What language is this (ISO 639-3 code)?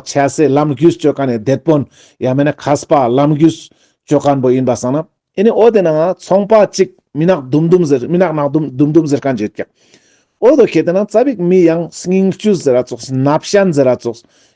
lbj